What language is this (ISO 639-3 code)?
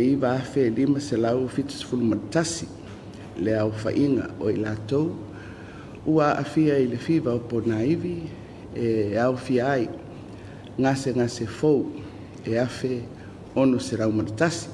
smo